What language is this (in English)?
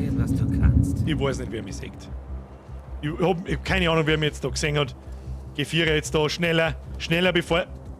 Bavarian